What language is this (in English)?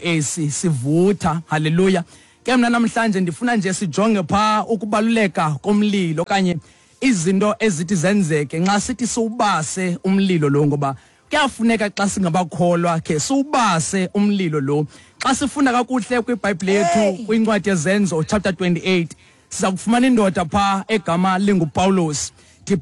Xhosa